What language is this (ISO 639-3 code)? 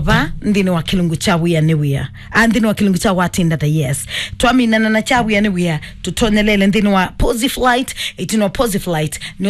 kam